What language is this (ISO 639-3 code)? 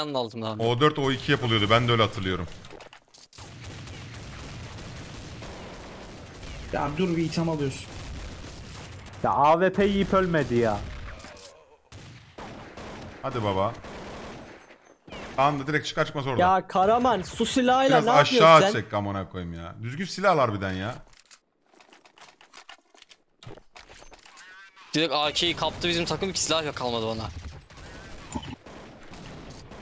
tur